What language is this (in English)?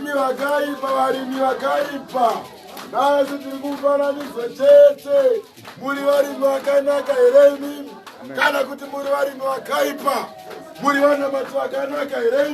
Shona